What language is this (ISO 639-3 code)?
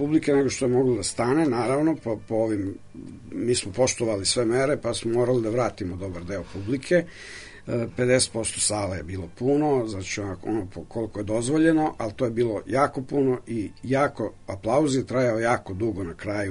srp